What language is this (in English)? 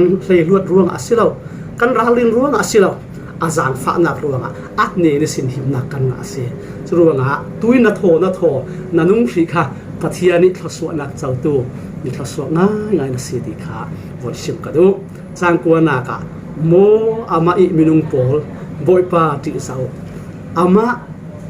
Falam Chin